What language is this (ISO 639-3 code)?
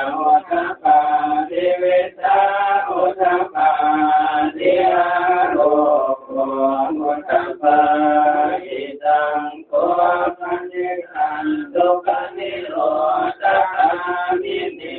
pli